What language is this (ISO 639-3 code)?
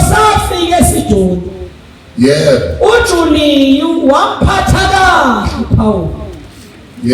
zul